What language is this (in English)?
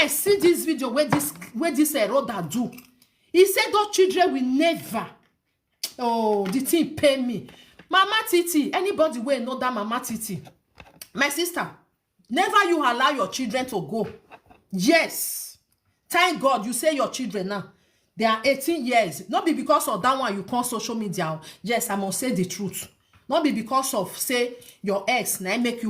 Nigerian Pidgin